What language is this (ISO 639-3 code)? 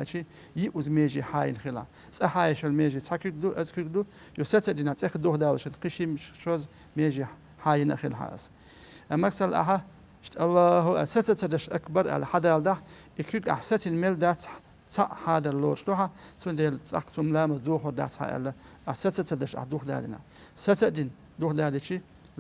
che